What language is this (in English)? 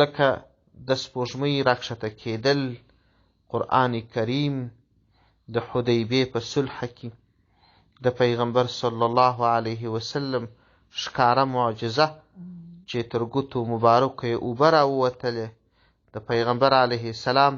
Pashto